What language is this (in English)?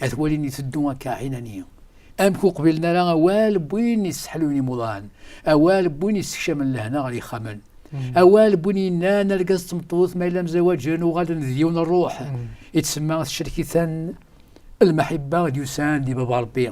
Kabyle